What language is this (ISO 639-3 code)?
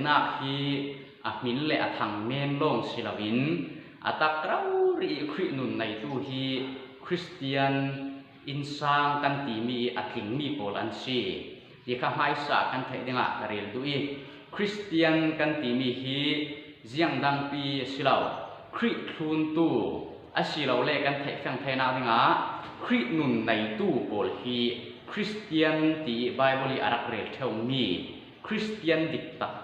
cfm